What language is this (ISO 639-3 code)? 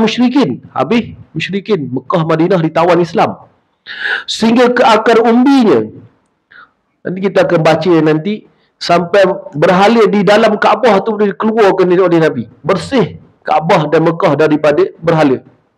msa